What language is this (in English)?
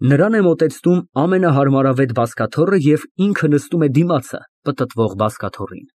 Armenian